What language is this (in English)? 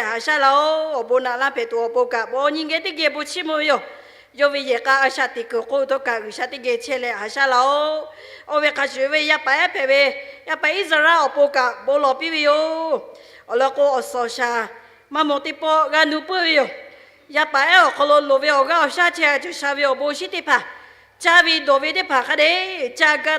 Lahu